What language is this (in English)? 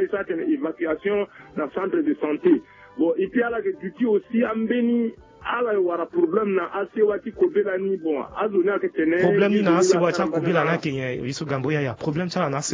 Sango